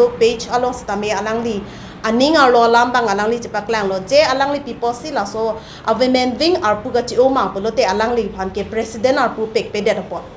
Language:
Karbi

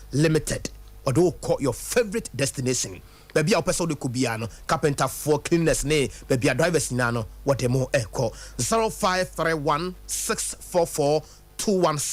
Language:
Akan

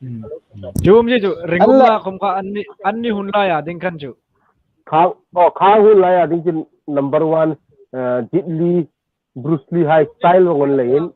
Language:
Hmar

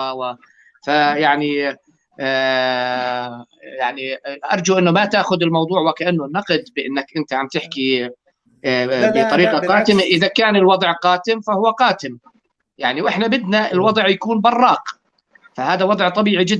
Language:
North Levantine Arabic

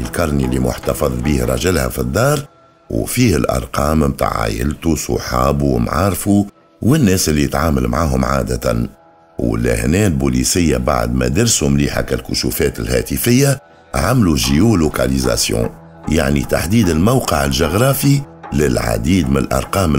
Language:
Tunisian Arabic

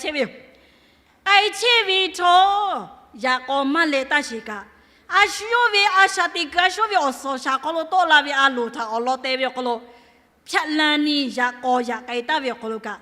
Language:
Lahu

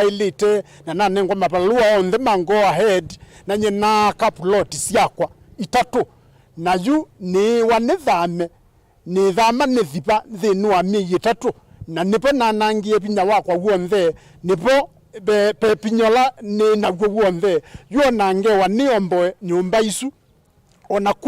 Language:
Kamba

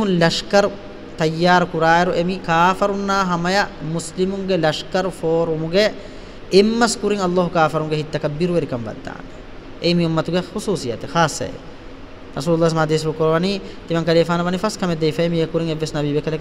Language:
Divehi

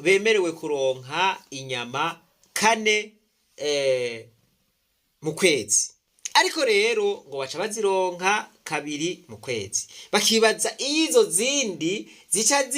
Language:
Rundi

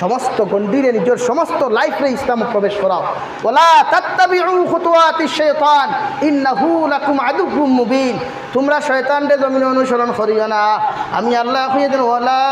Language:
Sylheti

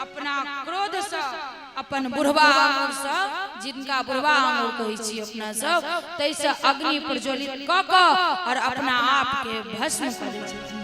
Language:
Maithili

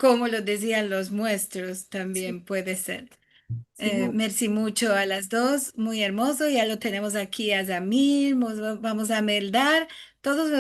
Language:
Ladino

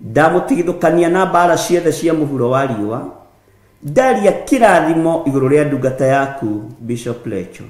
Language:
Kikuyu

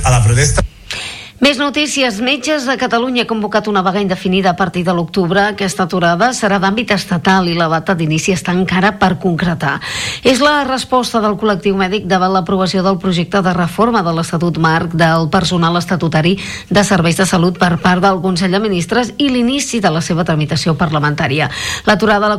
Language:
Catalan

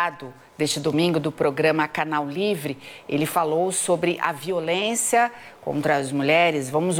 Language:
Portuguese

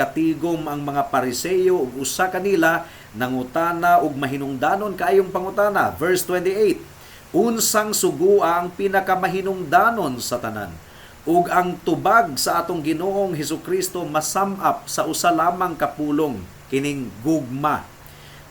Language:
Cebuano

